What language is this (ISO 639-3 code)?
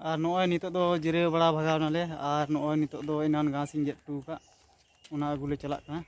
sat